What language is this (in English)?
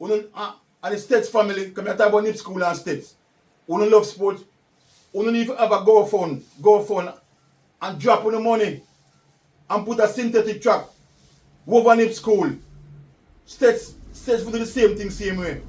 Jamaican Creole English